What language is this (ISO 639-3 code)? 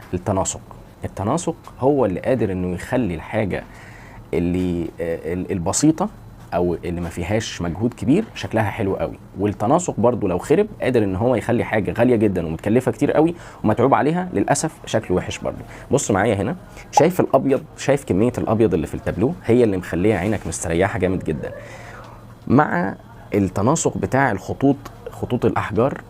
arz